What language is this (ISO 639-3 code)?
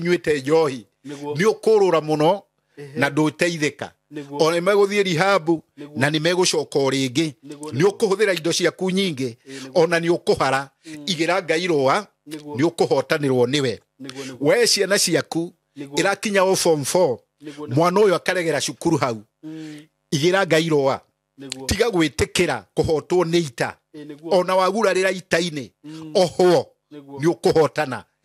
kik